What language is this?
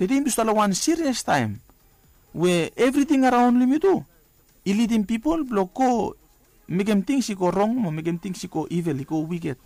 Bislama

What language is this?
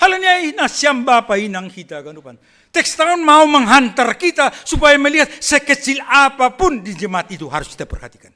Batak Simalungun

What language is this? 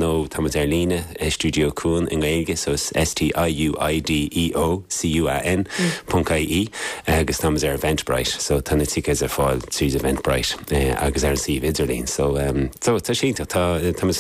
Irish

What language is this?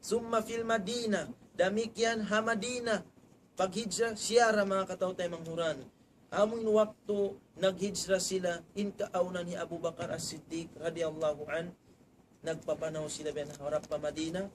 Tausug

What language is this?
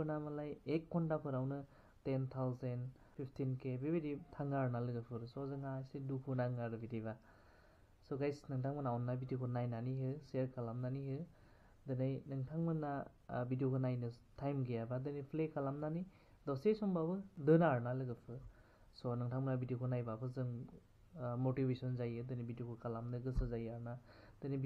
Bodo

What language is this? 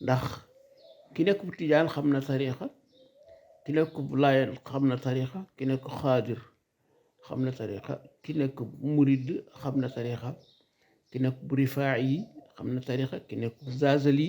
Wolof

